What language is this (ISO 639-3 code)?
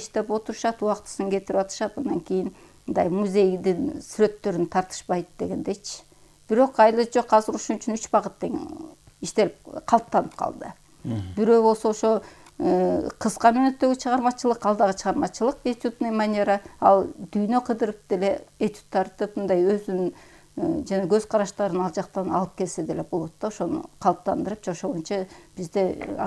kir